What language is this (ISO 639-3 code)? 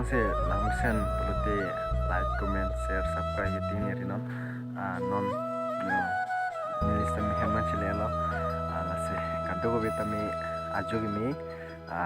mjw